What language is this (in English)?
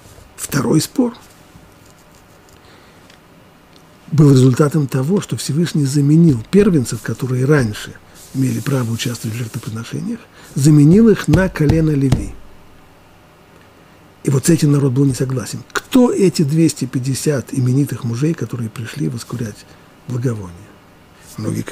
Russian